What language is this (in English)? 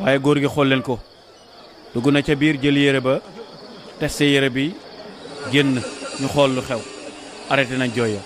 Wolof